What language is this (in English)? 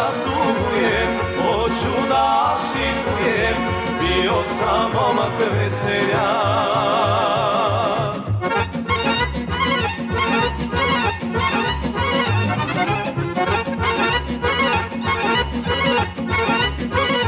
Serbian